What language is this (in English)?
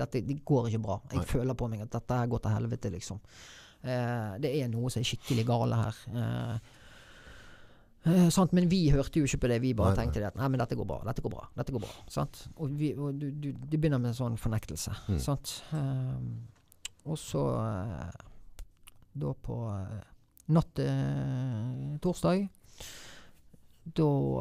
Norwegian